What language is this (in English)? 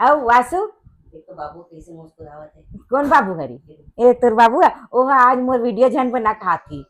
Chhattisgarhi